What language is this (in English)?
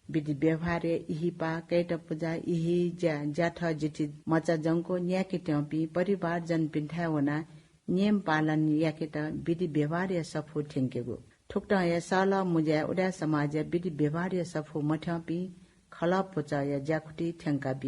Newari